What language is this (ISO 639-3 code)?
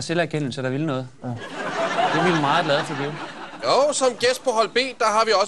dan